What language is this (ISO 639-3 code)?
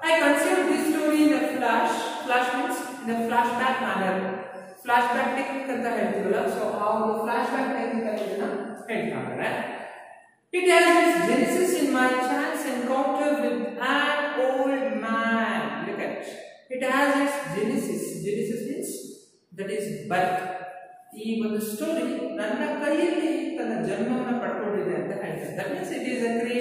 kan